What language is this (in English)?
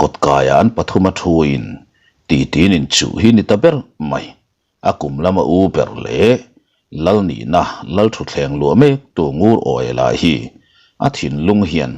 Mizo